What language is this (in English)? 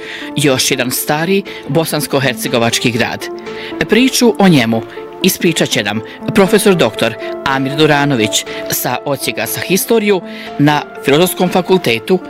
Bosnian